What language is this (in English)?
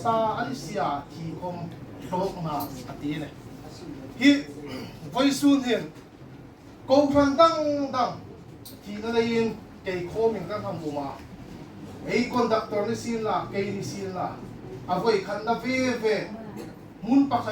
Hmar